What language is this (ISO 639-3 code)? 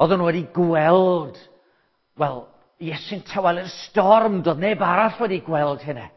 cym